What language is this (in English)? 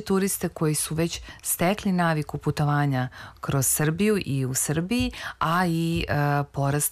Serbian